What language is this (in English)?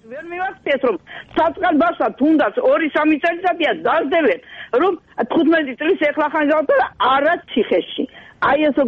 Georgian